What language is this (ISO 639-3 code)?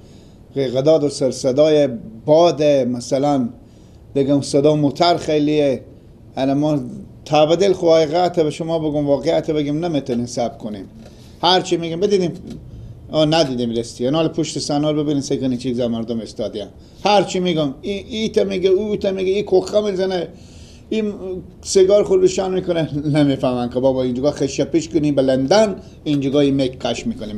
fas